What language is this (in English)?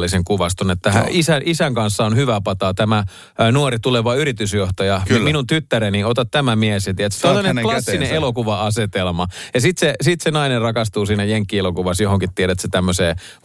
Finnish